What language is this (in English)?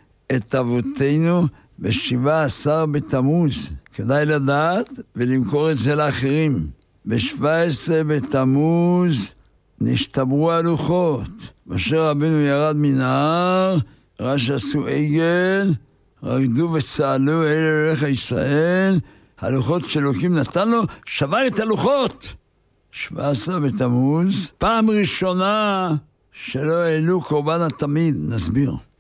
Hebrew